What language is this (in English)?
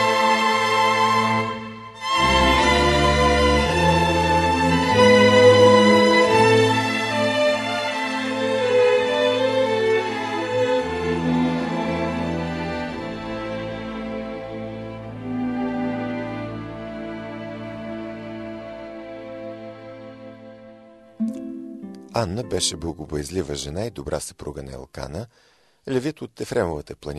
Bulgarian